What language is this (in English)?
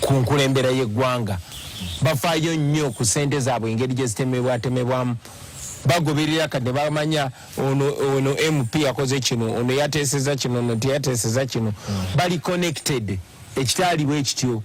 Ganda